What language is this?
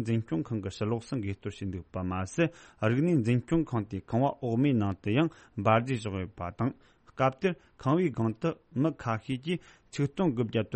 Tibetan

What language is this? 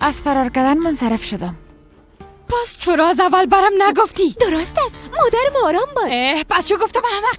Persian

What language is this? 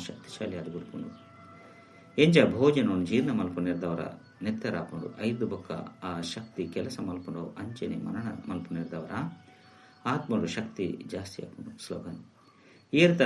Tulu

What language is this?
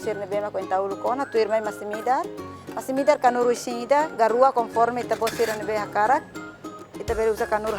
Tetum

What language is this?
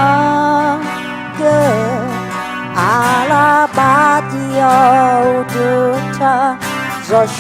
Akha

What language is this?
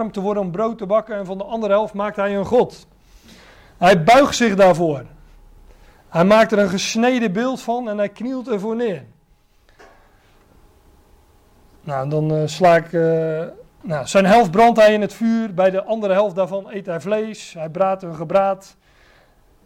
Dutch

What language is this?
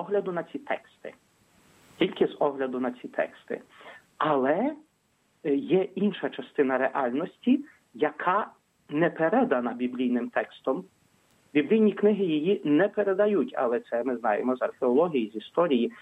Ukrainian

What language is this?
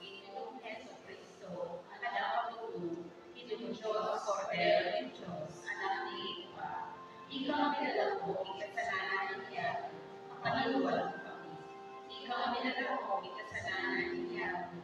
Pampanga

